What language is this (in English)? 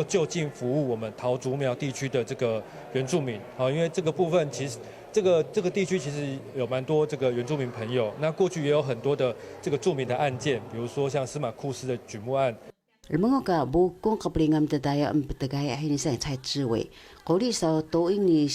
Taroko